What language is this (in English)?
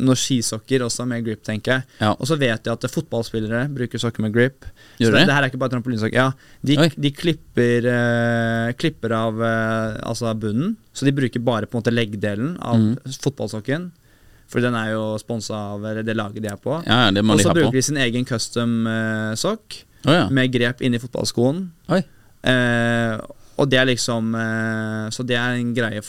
Norwegian